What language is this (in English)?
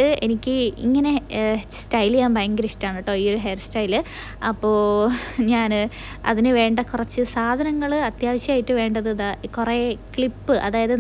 Malayalam